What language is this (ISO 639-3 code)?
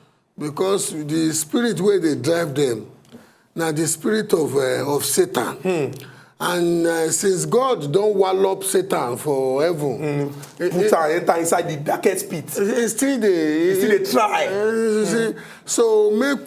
pcm